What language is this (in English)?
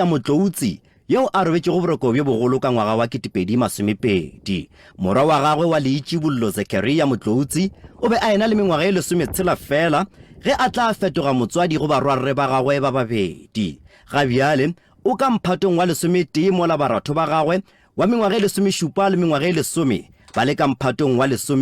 Northern Sotho